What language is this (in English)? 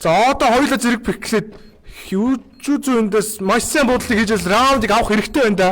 Mongolian